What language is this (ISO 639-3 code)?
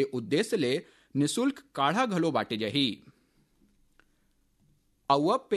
hne